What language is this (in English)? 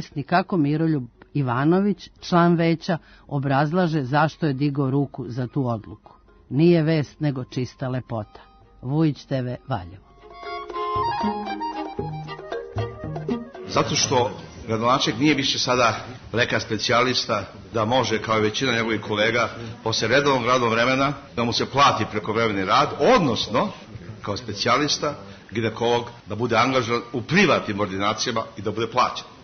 Serbian